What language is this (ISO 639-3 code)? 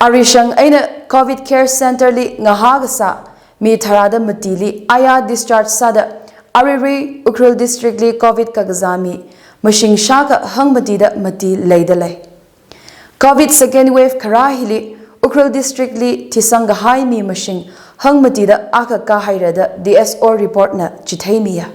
nmf